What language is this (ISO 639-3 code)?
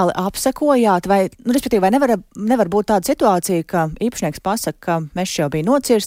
lav